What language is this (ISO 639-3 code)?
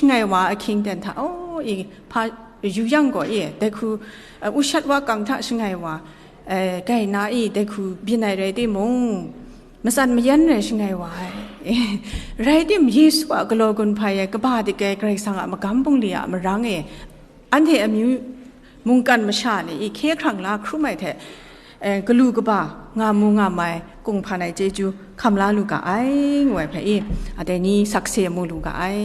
kac